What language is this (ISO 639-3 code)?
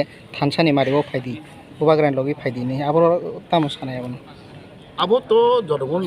trp